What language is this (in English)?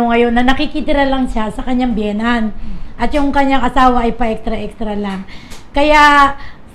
Filipino